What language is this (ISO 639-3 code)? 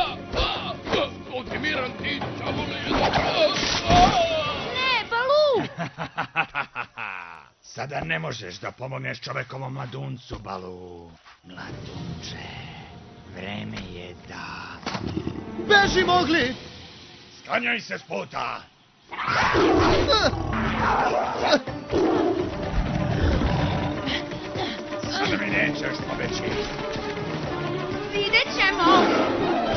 srp